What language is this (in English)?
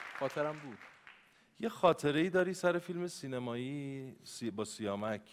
Persian